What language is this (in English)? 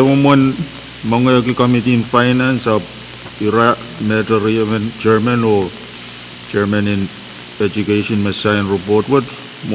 Pohnpeian